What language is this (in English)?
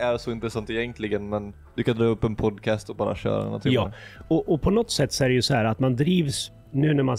Swedish